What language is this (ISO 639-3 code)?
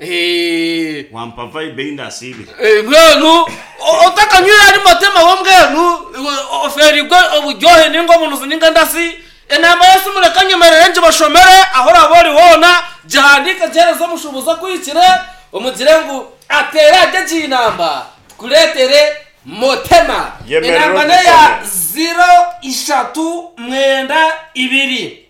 nyn